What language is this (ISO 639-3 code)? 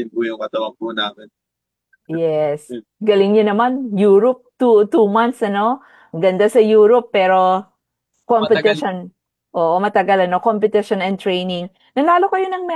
fil